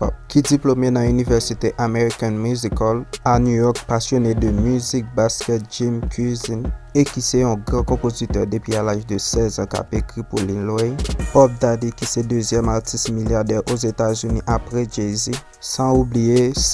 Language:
Haitian Creole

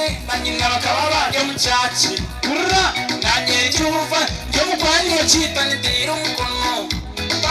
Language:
Nyankole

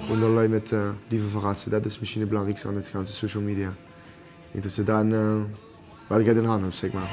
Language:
Limburgish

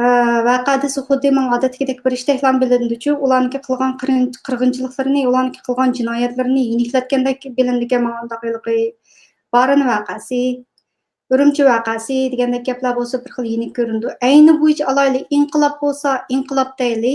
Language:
Uyghur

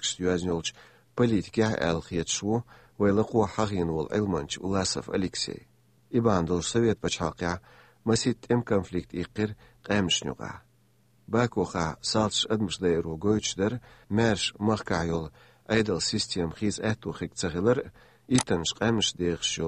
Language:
Chechen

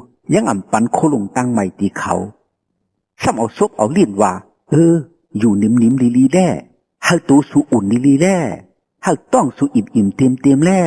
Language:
Shan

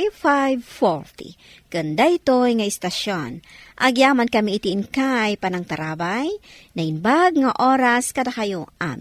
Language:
Iloko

